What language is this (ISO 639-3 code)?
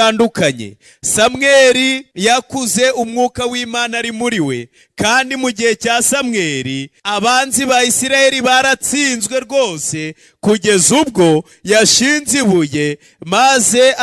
kin